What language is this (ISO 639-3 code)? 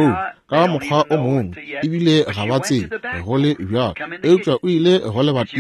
nso